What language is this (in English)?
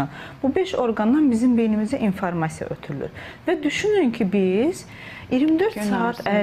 Azerbaijani